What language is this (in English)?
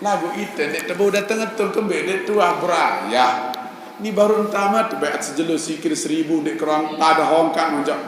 Sasak